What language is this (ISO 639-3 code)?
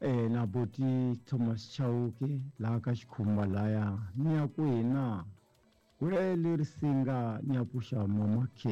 tso